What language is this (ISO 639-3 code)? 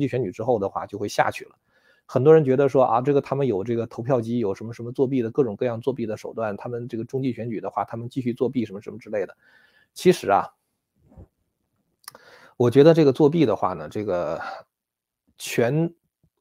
zho